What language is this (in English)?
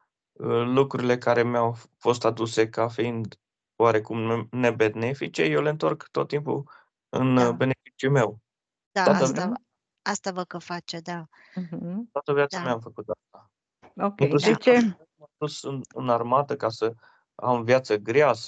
Romanian